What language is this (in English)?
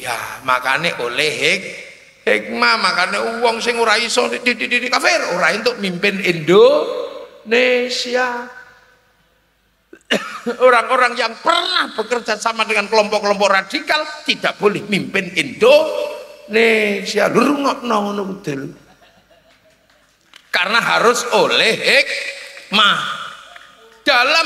Indonesian